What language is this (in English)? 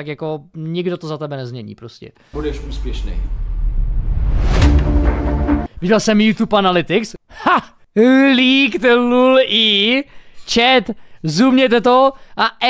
Czech